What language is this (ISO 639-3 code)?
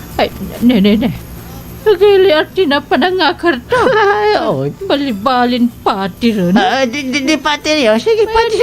pag